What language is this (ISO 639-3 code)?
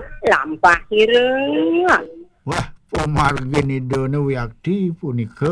ban